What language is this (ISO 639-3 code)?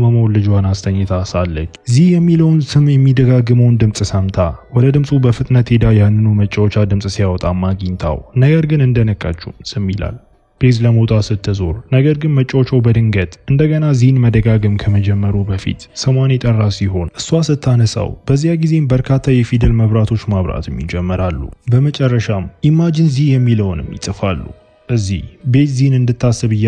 amh